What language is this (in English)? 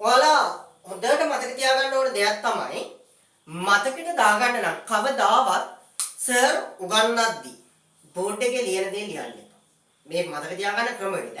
Sinhala